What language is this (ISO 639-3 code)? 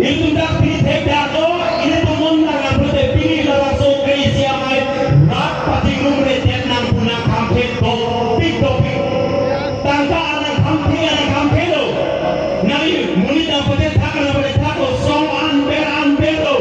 mjw